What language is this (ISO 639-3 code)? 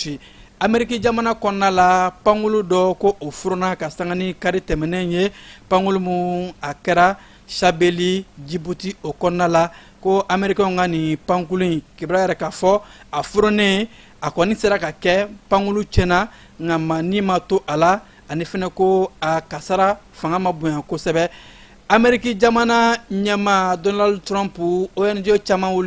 bam